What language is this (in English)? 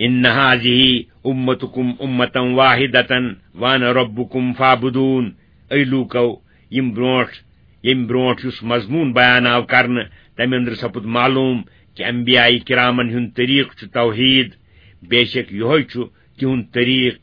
Kashmiri